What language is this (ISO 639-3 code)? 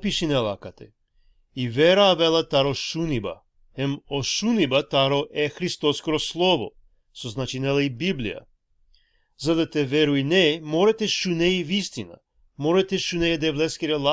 rmn